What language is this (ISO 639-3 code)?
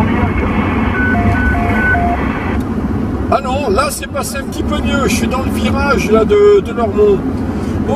fra